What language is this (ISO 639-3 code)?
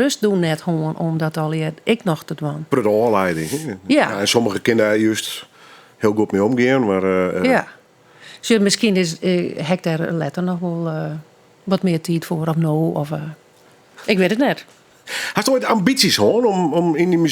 fry